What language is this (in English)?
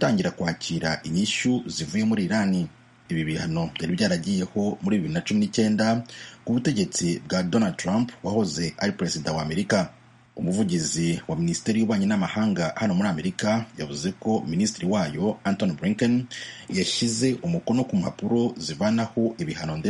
Kinyarwanda